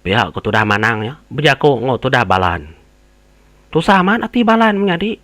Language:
Iban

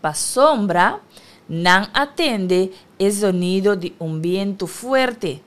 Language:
Papiamento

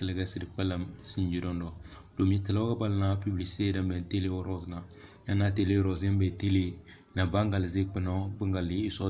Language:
Tem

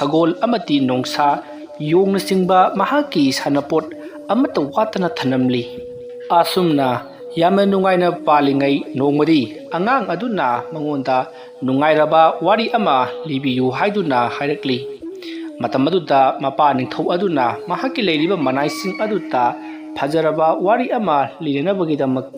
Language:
Manipuri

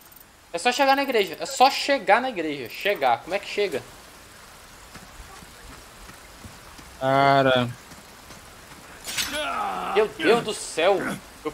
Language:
Portuguese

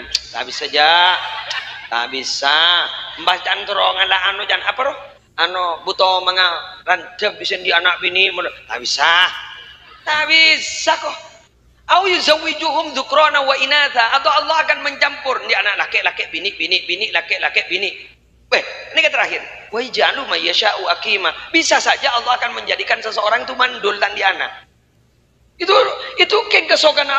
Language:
Madurese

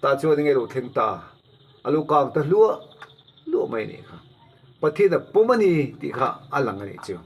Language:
Mizo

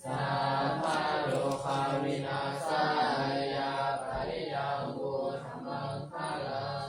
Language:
Pali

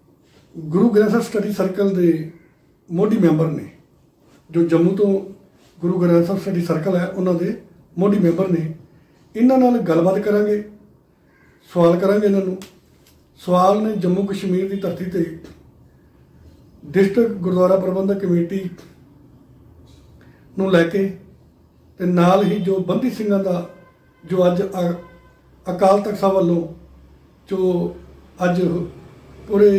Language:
Punjabi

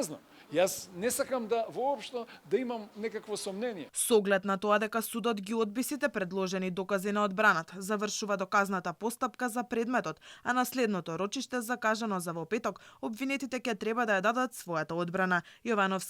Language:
Macedonian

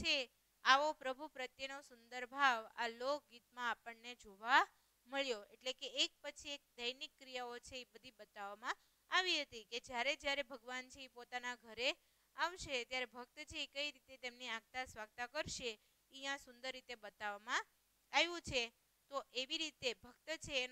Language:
Gujarati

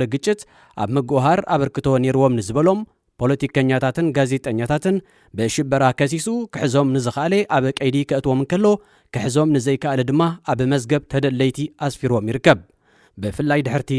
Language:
Tigrinya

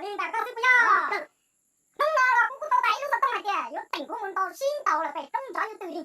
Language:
Hmong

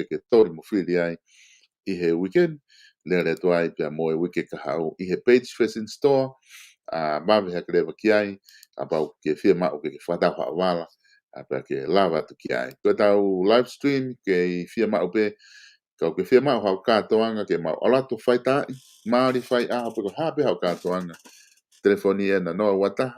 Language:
Tongan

